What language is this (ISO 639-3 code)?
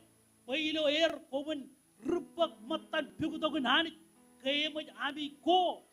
mah